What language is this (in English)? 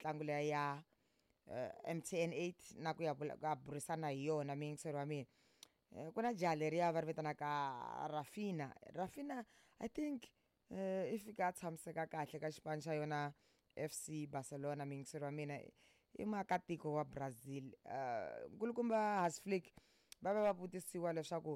Tsonga